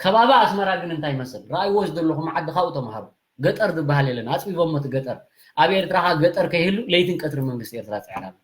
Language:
Tigrinya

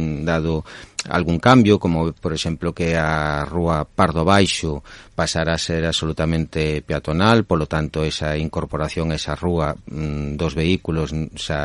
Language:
Galician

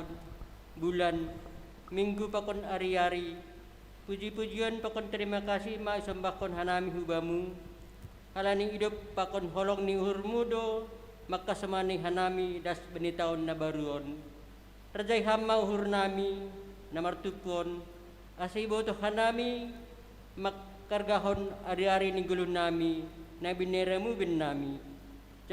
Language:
Batak Simalungun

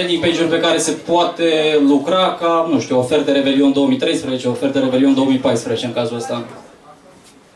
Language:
Romanian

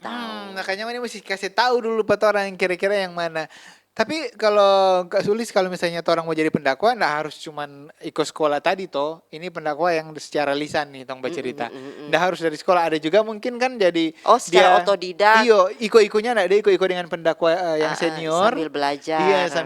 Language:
Manado Malay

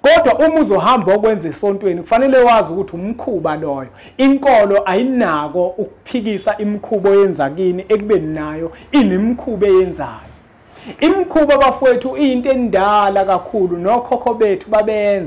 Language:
Zulu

